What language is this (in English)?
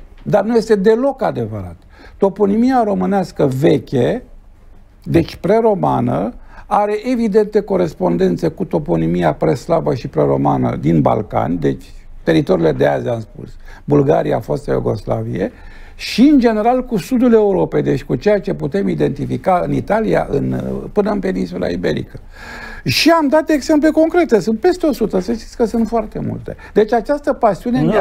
Romanian